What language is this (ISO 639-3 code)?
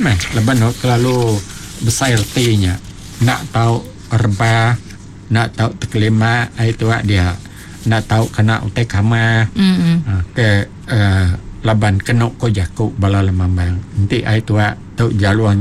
iba